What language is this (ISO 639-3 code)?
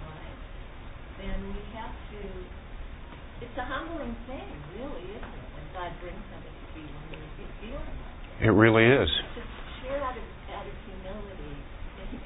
eng